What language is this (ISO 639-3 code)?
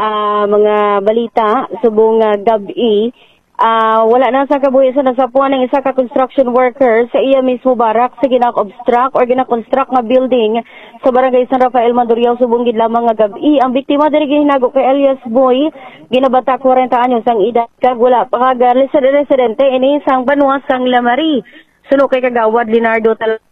hil